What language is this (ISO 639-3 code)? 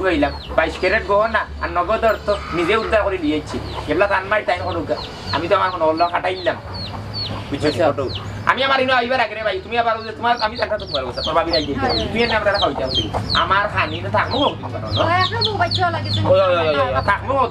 syl